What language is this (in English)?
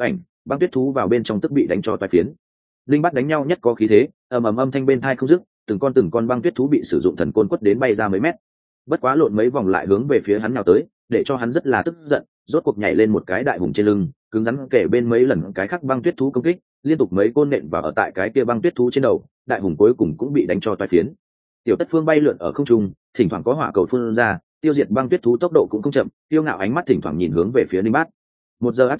Vietnamese